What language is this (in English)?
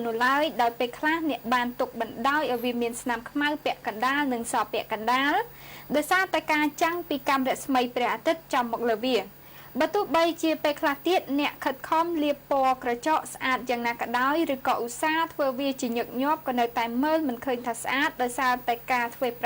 Khmer